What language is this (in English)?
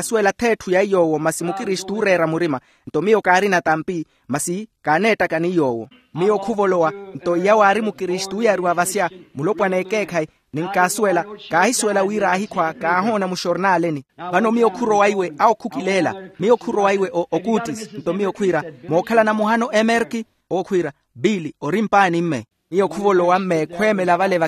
Makhuwa